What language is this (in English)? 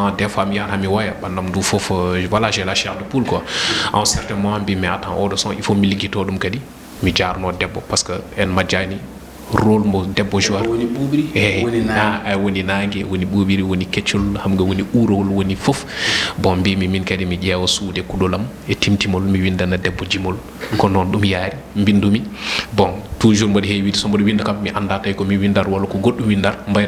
Fula